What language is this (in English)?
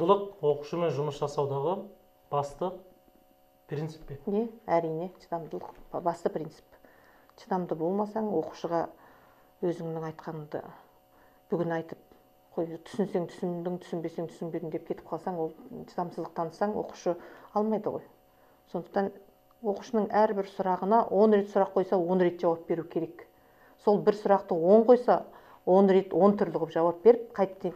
Kazakh